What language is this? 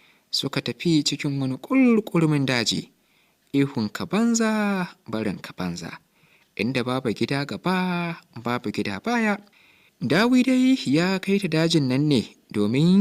Hausa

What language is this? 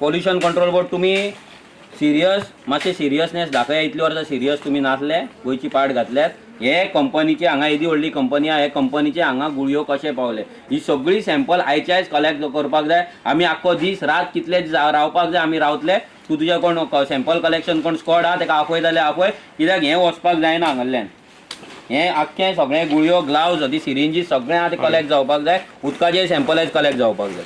Konkani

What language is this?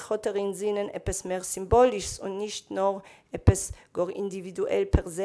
Yiddish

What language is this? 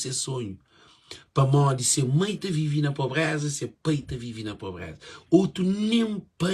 Kabuverdianu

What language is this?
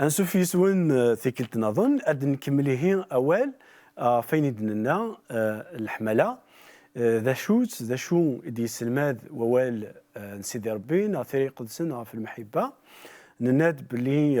Kabyle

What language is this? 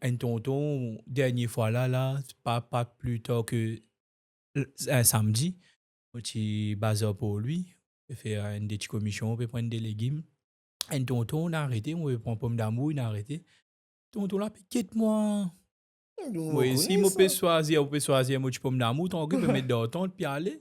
Morisyen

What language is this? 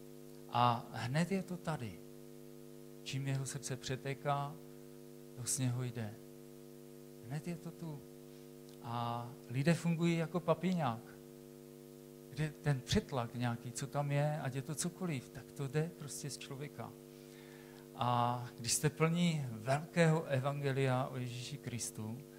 Czech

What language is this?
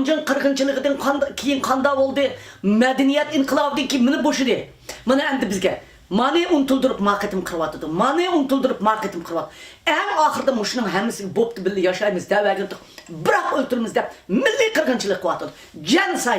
Uyghur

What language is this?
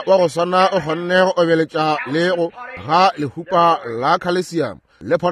Northern Sotho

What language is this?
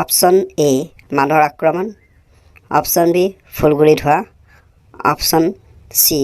Assamese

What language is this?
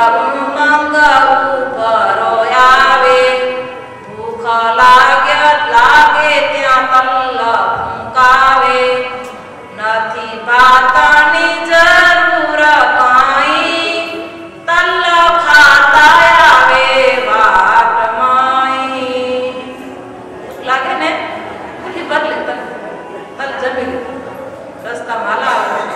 Gujarati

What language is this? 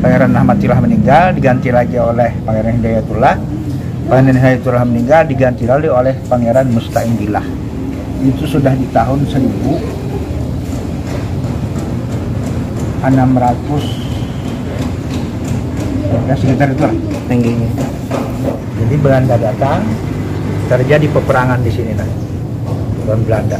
Banjar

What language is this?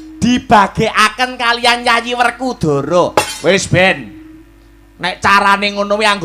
Javanese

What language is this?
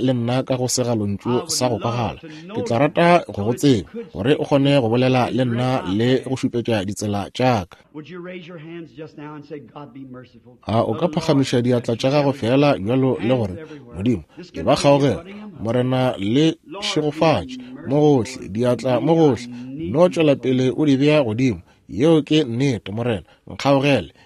Northern Sotho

